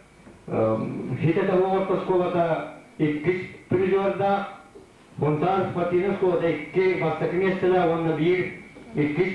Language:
Yakut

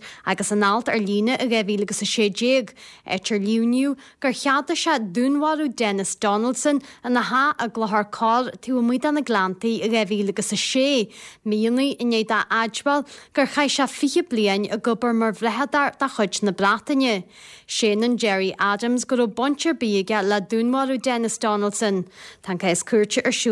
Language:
Irish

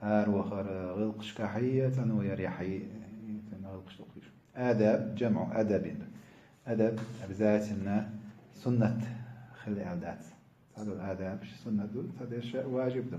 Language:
Chechen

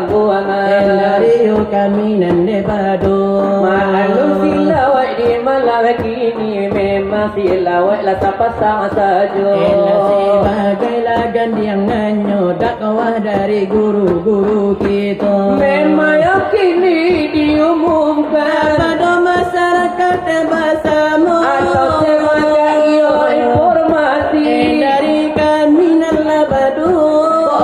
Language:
Minangkabau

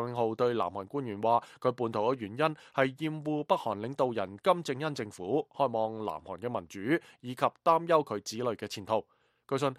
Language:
Cantonese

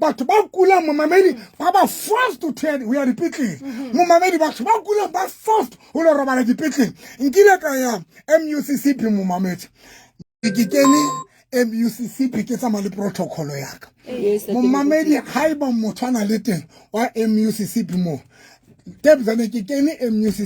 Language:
Southern Sotho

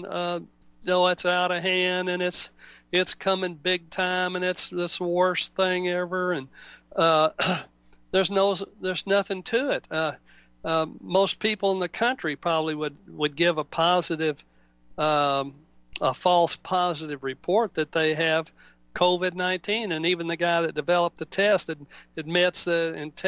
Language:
English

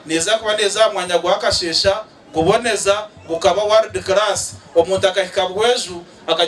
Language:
Nyankole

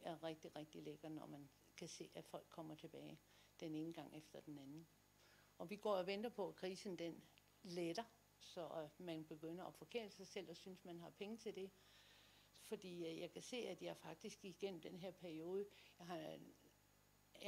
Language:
Danish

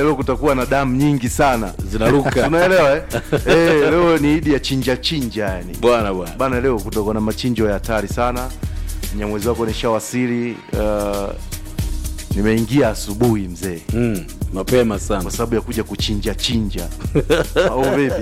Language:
Swahili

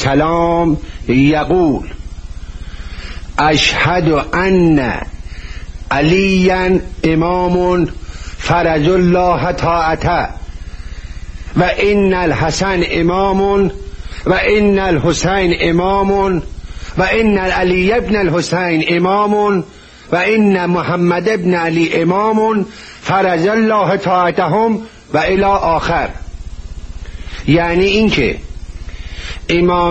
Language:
Persian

